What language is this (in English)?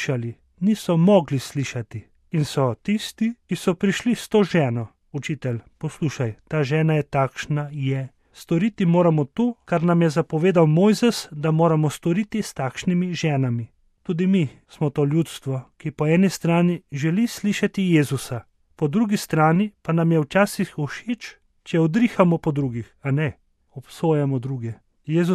Slovenian